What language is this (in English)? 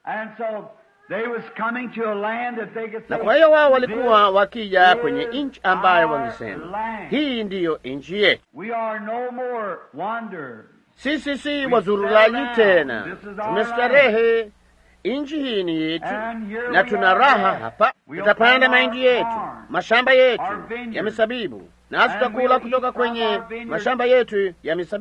Swahili